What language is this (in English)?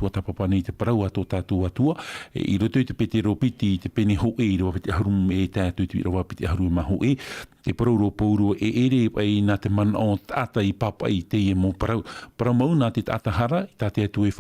Tahitian